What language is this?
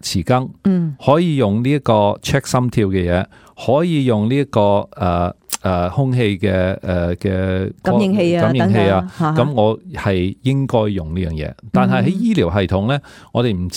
Cantonese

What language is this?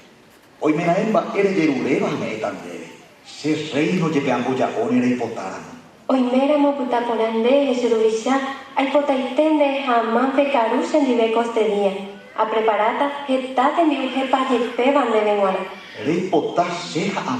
Guarani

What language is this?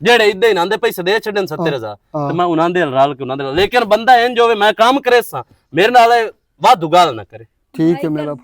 Western Panjabi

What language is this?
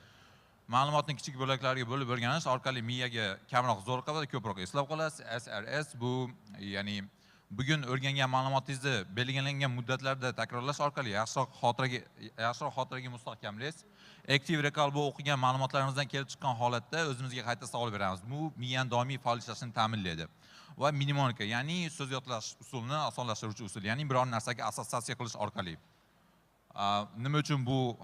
Uzbek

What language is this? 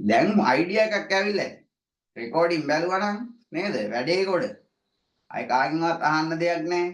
Sinhala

